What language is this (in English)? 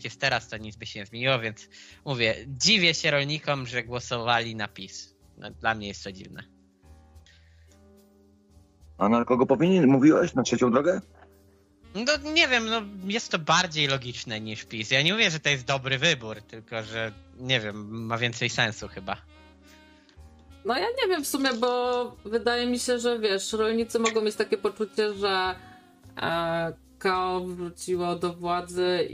Polish